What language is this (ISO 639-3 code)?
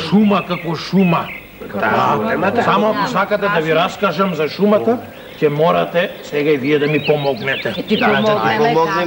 mkd